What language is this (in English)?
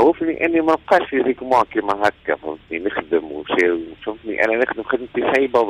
Tunisian Arabic